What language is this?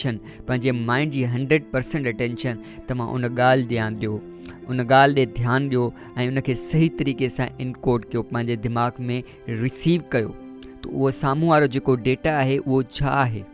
Sindhi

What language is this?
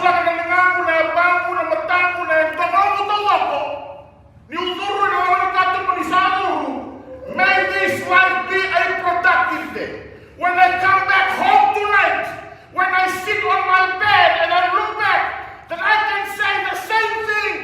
Fijian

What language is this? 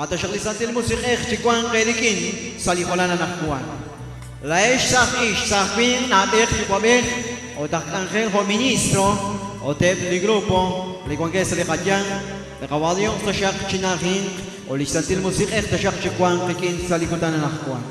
Kekchí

